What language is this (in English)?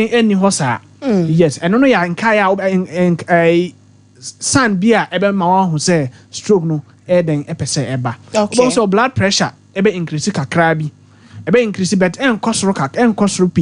Akan